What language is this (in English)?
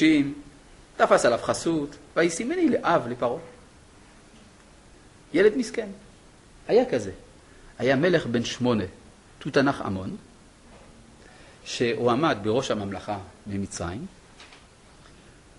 Hebrew